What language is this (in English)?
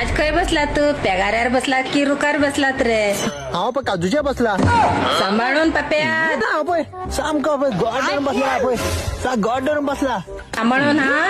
Konkani